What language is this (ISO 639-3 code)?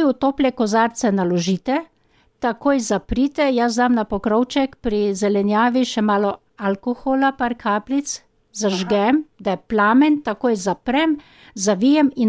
slv